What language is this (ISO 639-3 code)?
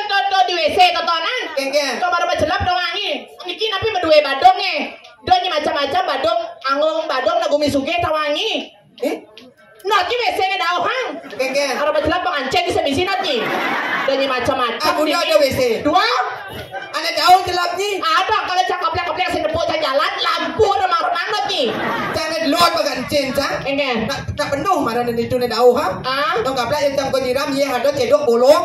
ban